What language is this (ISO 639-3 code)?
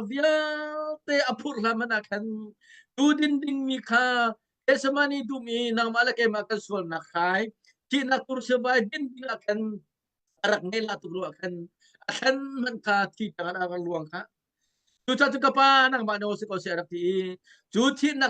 cnh